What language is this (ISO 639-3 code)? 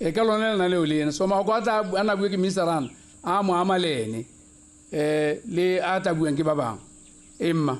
tsn